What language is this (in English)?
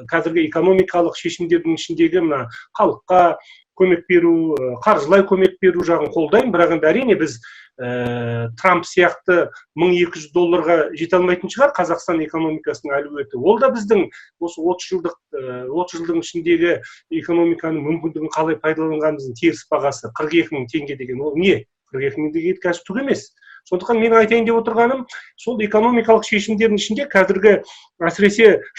Kazakh